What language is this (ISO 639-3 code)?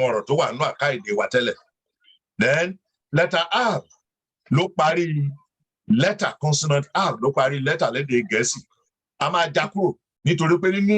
yor